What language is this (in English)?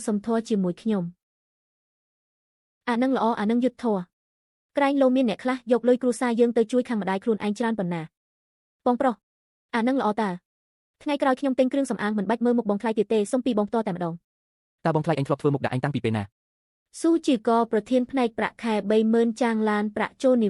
Khmer